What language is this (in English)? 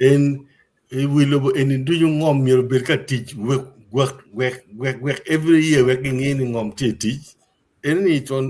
Acoli